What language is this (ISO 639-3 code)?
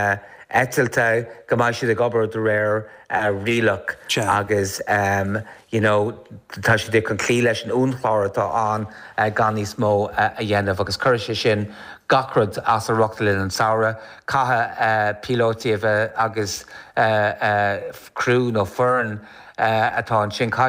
gle